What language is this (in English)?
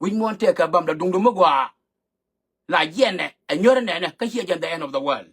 Nuer